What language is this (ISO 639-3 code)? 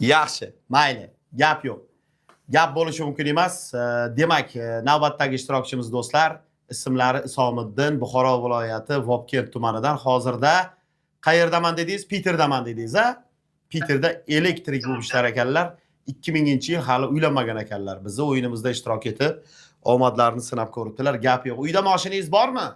uzb